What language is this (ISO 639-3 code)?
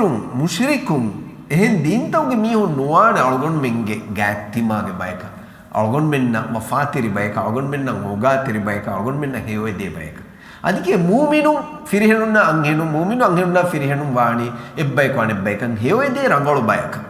div